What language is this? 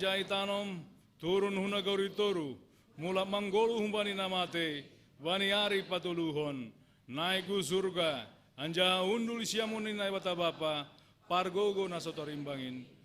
Batak Simalungun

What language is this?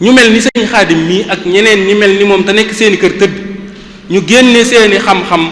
Wolof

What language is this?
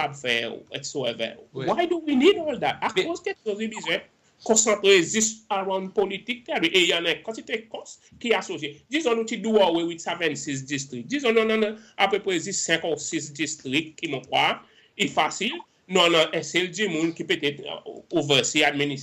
Seselwa Creole French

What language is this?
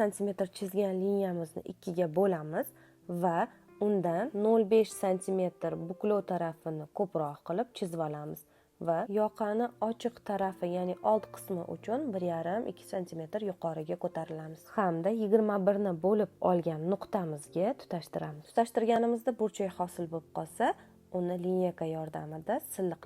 Uzbek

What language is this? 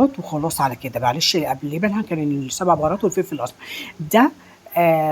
Egyptian Arabic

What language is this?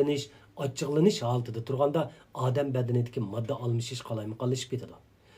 Uyghur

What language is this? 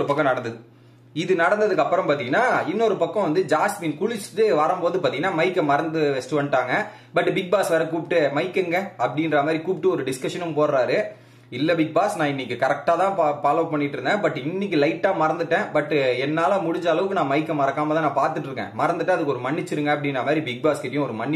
Tamil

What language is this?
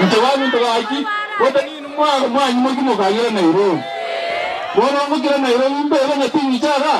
Gusii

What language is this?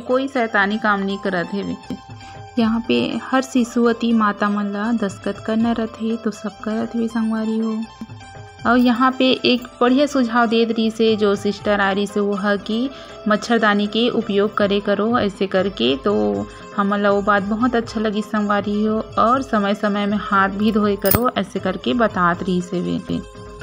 Chhattisgarhi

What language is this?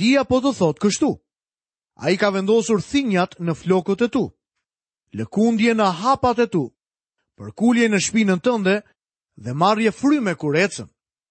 Albanian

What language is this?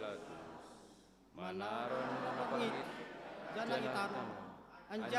Batak Simalungun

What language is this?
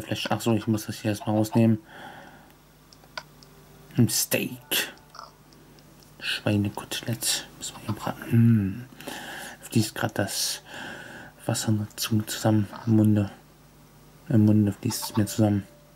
German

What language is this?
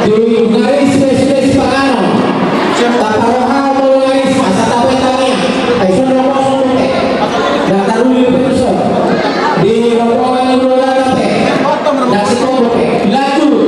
Batak Toba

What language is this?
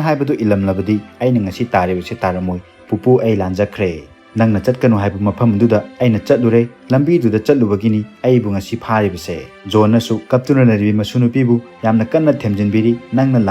Manipuri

